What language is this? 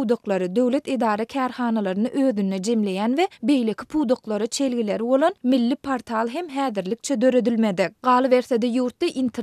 Turkmen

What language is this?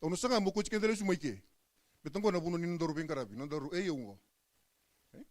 Fijian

